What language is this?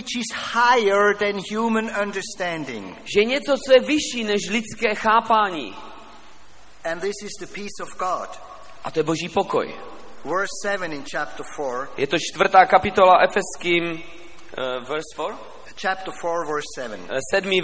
Czech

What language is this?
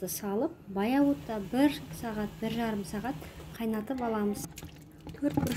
Kazakh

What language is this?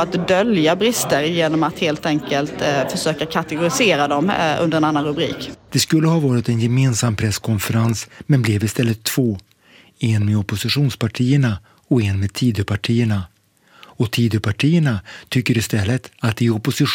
Swedish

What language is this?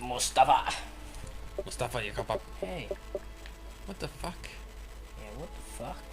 Faroese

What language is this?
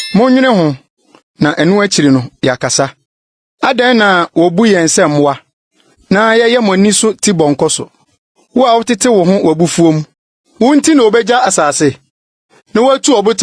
Akan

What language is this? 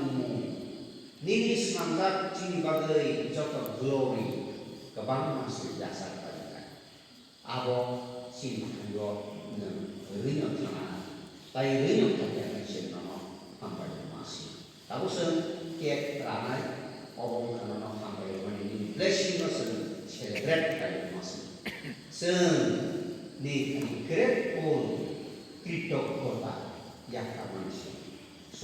Kok Borok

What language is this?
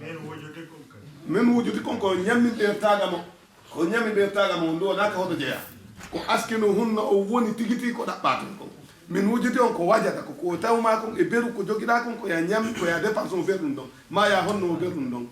Fula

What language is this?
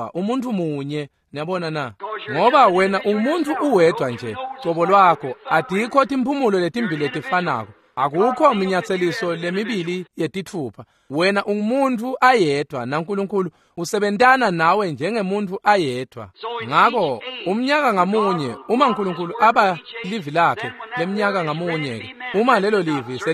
Swati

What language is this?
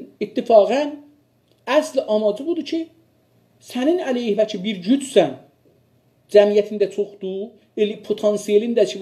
South Azerbaijani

